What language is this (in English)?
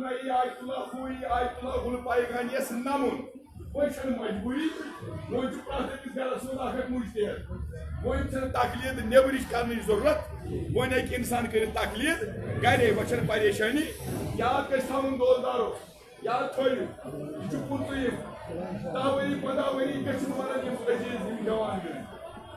Kashmiri